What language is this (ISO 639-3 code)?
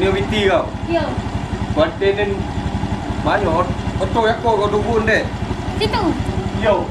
min